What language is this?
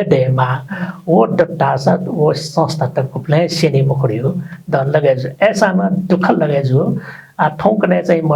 Newari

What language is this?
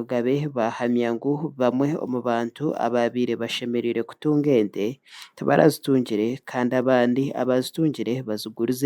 Nyankole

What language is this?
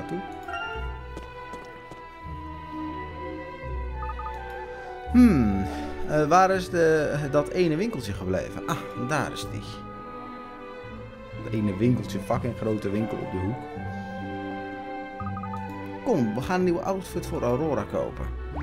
Dutch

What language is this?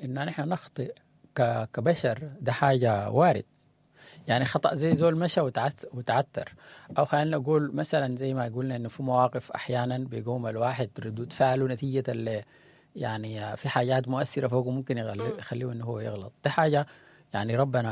Sudanese Arabic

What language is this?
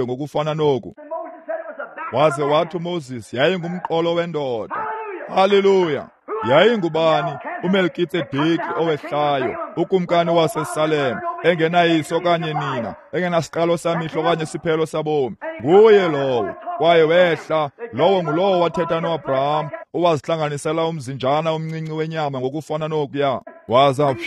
Xhosa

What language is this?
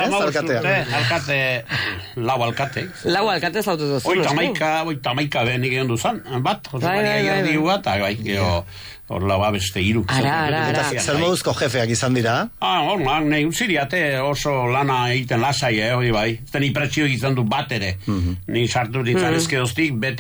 Basque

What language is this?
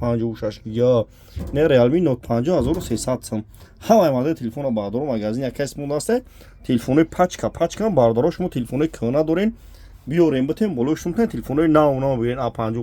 Tajik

